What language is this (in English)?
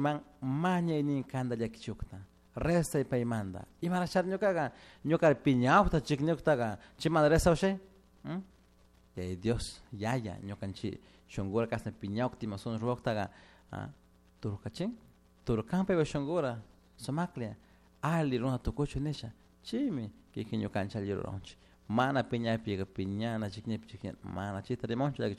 Chimborazo Highland Quichua